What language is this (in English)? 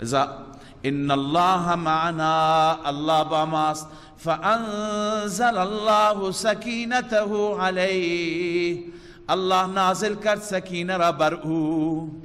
Persian